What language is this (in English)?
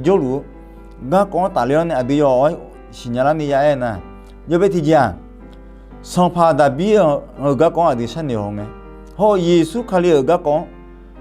Akha